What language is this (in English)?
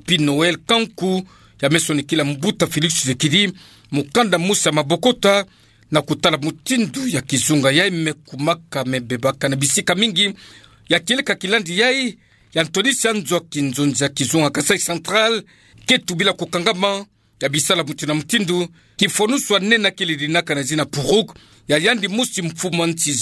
Kituba (Democratic Republic of Congo)